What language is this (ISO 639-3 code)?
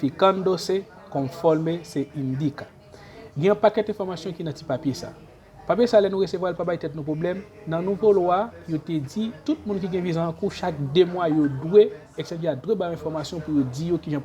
hat